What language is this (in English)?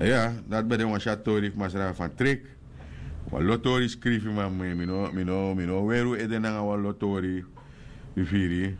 Sranan Tongo